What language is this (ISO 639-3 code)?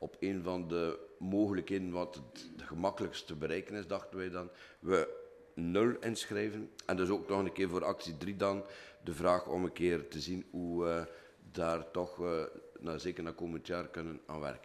nld